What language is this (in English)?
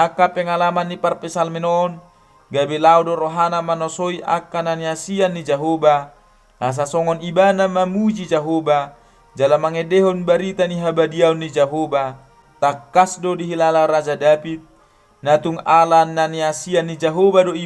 Batak Toba